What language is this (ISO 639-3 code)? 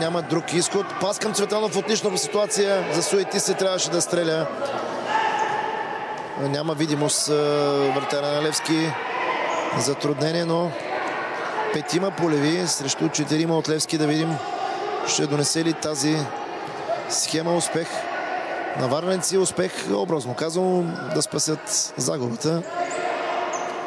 bul